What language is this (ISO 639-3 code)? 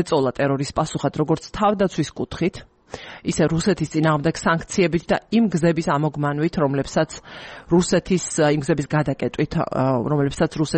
kat